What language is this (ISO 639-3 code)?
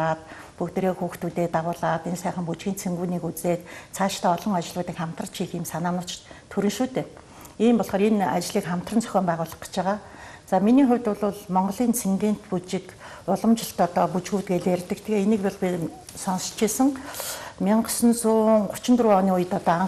mon